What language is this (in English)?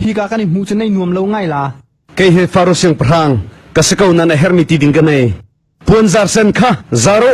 Hakha Chin